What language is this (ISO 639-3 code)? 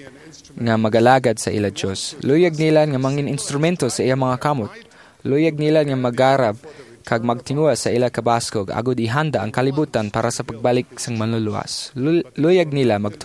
hil